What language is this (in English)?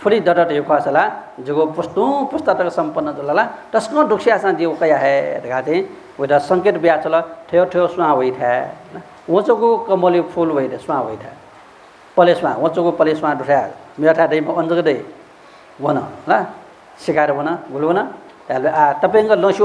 Newari